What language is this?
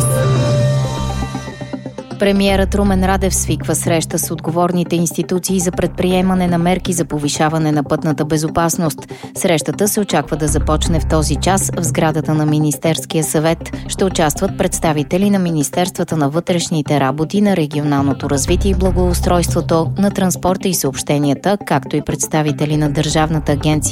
Bulgarian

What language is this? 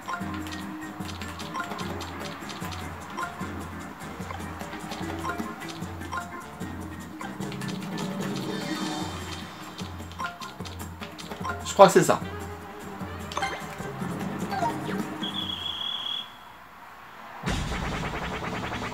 French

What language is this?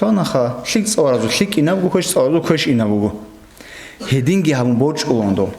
Avaric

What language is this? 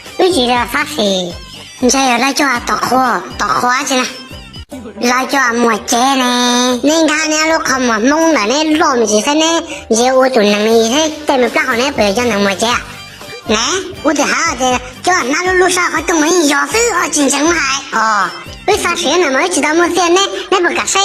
Hmong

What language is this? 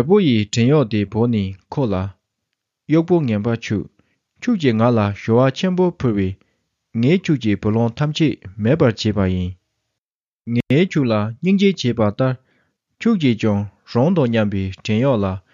Tibetan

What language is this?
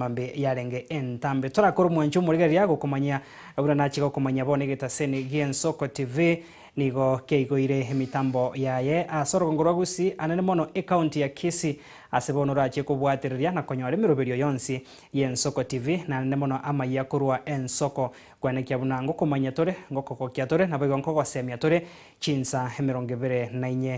Gusii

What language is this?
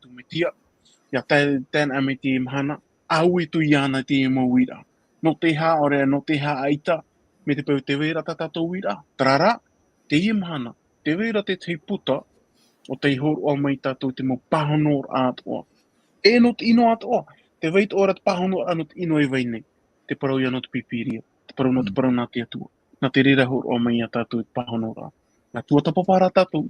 Tahitian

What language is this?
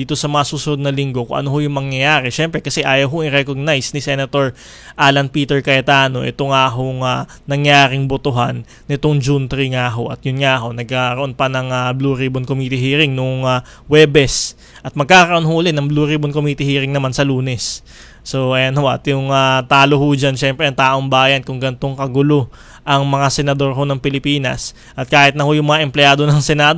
Filipino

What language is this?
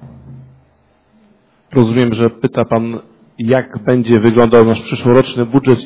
Polish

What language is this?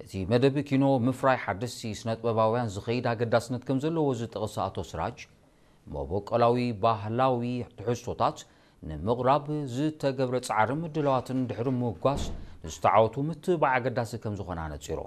Tigrinya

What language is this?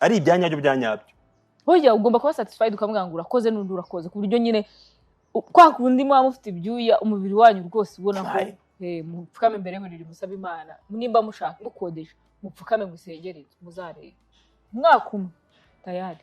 Kinyarwanda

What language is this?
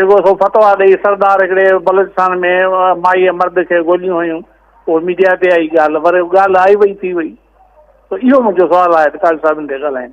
Sindhi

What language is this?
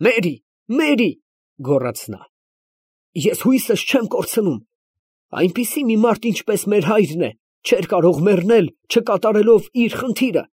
Armenian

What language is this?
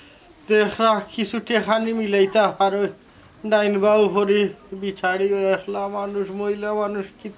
Sylheti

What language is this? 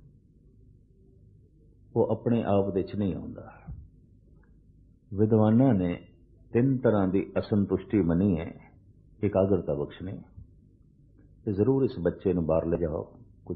Punjabi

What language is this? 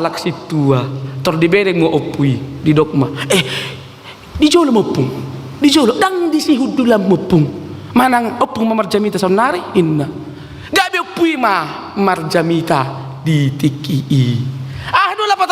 Batak Toba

